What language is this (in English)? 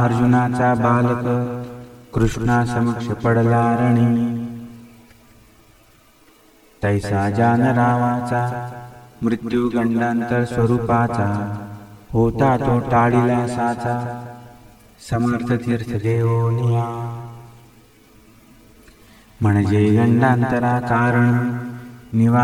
Marathi